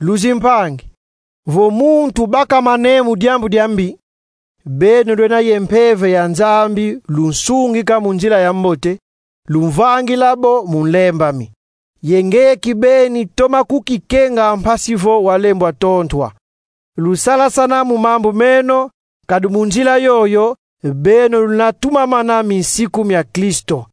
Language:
Kongo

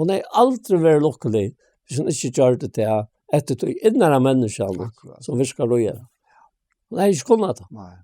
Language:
Faroese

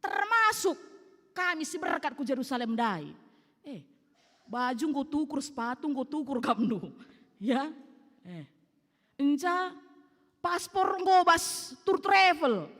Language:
Batak Karo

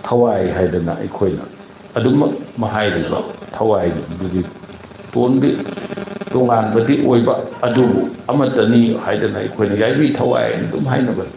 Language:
Manipuri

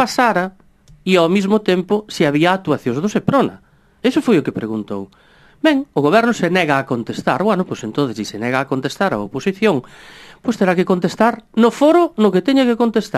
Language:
Galician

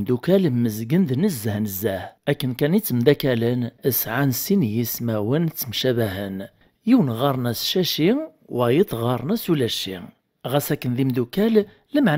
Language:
Kabyle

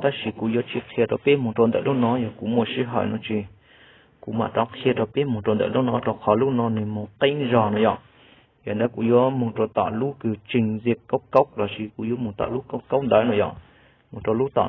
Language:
Hmong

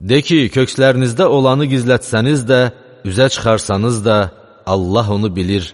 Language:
Azerbaijani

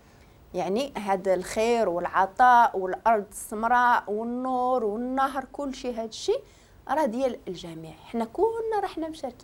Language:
Moroccan Arabic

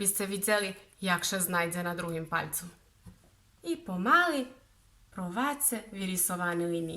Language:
Rusyn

